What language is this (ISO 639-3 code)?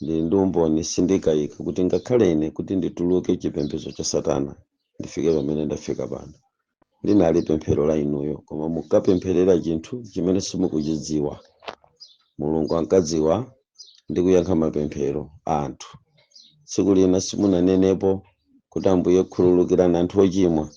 nya